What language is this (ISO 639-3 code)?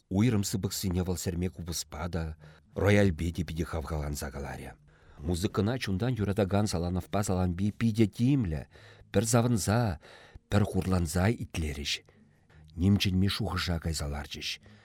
chv